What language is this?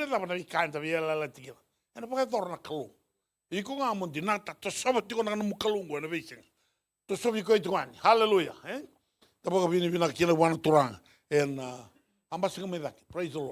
Fijian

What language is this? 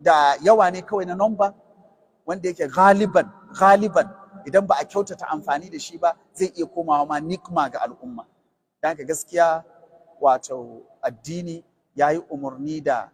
Hausa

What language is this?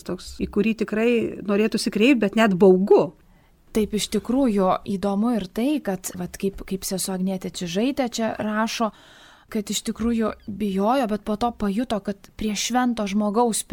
Lithuanian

